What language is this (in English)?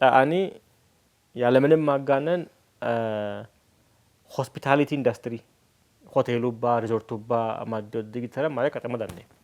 Sidamo